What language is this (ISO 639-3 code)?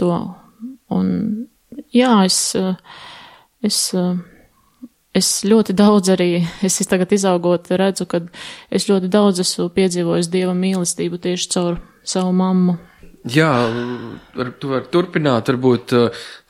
lav